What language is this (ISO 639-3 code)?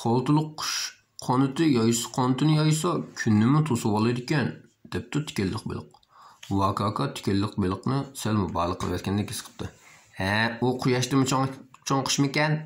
uig